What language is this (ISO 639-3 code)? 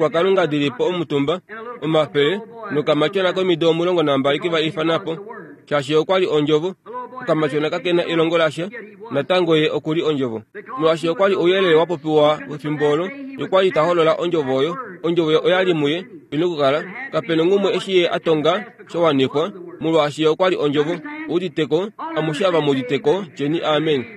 kua